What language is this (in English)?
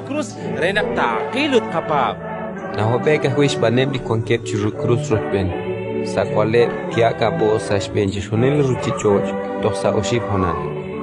Kekchí